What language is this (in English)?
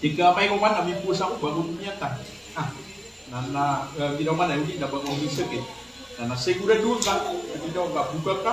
Maranao